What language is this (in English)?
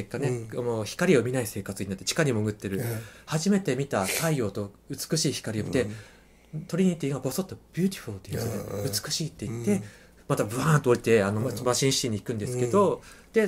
Japanese